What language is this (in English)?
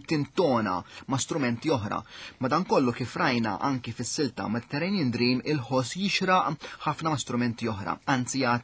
Maltese